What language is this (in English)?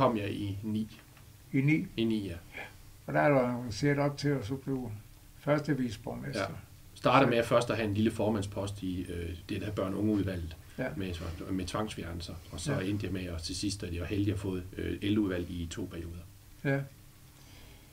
Danish